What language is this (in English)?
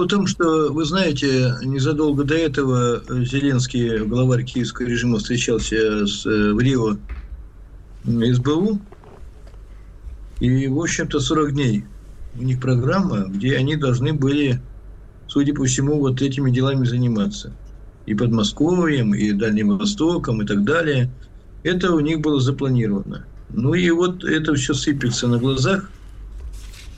Russian